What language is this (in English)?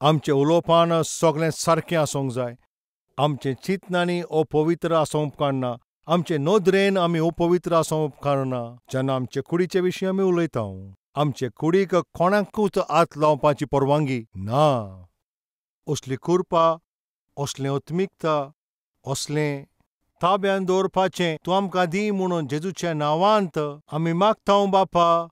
Konkani